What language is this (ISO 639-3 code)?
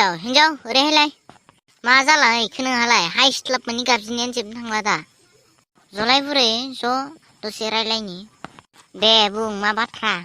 brx